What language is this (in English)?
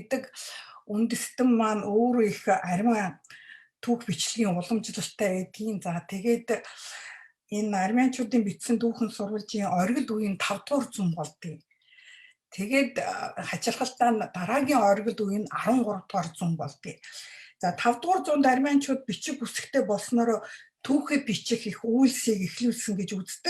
Mongolian